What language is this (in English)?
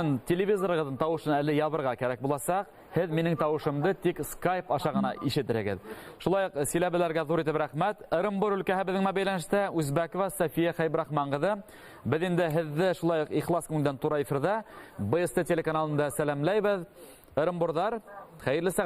Bashkir